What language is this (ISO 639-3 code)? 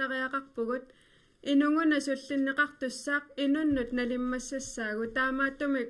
kal